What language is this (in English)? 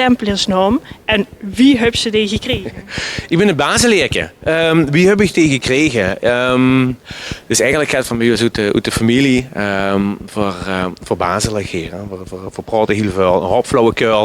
Limburgish